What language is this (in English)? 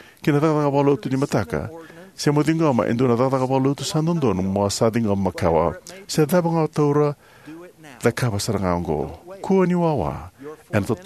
Fijian